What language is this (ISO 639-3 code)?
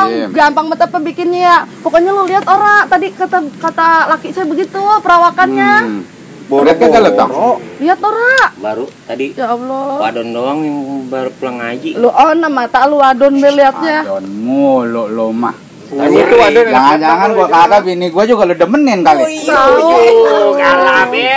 bew